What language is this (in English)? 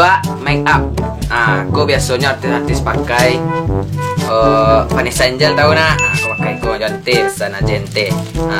Minangkabau